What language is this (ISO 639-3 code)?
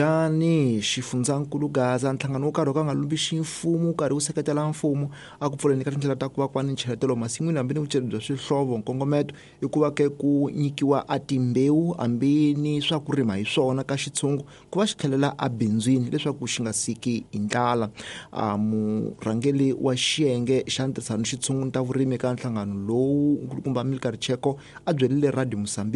tso